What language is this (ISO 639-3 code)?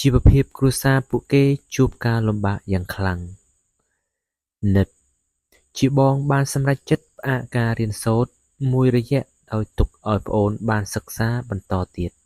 khm